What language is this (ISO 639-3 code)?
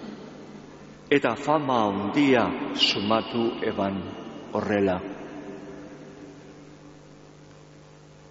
eus